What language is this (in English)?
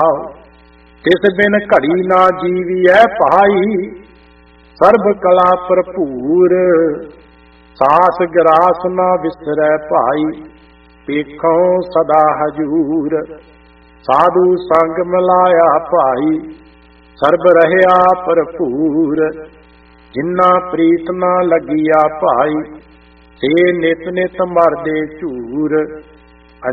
Punjabi